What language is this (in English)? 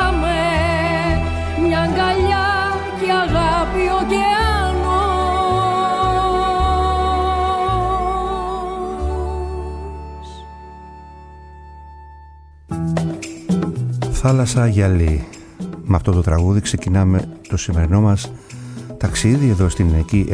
Greek